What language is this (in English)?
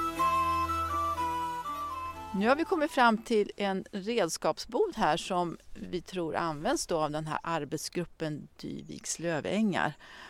Swedish